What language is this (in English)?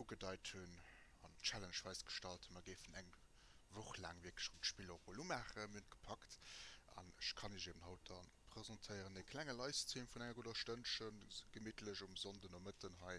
Luxembourgish